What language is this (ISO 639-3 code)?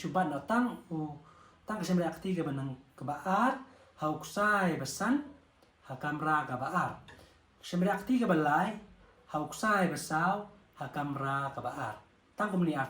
kha